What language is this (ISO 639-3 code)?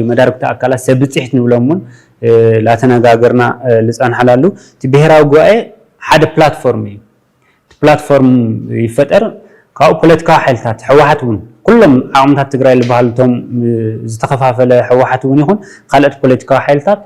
tir